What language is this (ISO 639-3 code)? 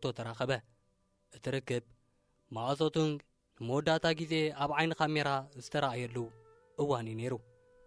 tir